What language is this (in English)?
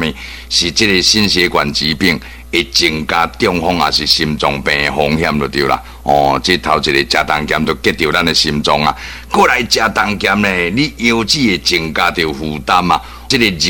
Min Nan Chinese